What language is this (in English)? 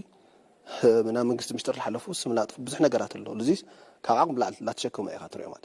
Tigrinya